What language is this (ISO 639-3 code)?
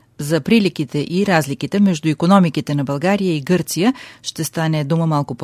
bul